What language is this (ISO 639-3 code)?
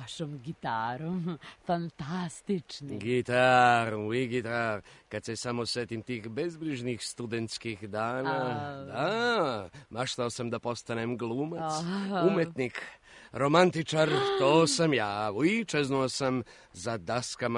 srp